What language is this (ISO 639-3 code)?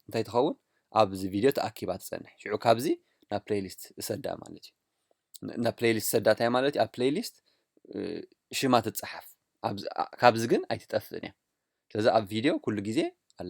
tir